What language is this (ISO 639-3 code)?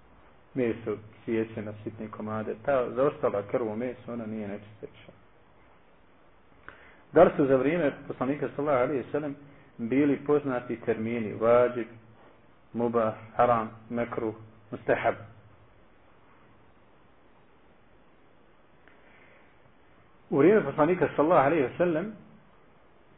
bos